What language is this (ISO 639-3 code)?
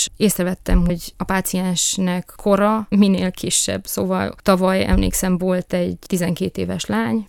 hun